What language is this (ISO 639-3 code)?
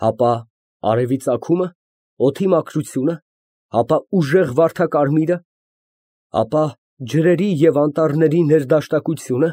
hye